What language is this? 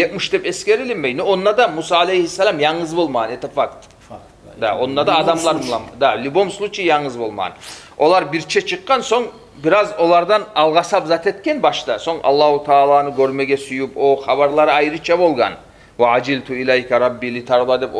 Kumyk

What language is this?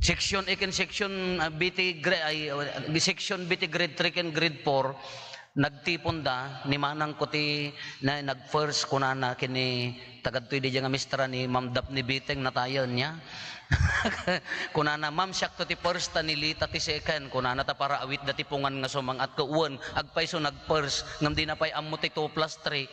Iloko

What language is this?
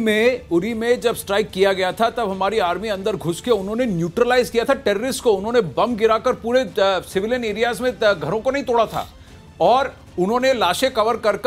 Hindi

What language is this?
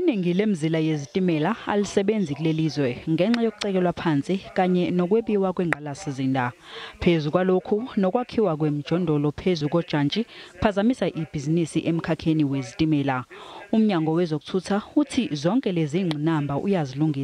Zulu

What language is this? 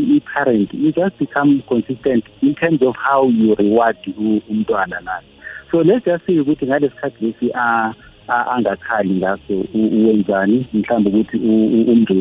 South Ndebele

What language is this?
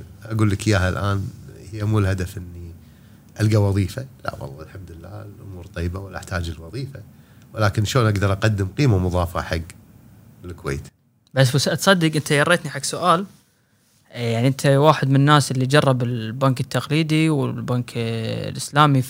Gulf Arabic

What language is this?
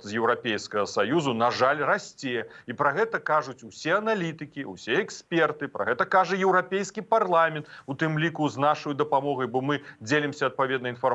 Belarusian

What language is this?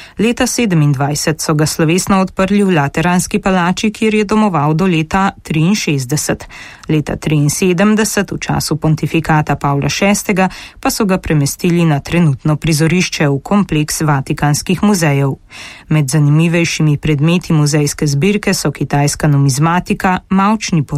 Slovenian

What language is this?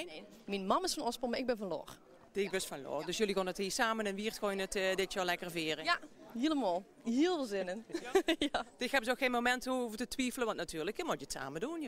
Limburgish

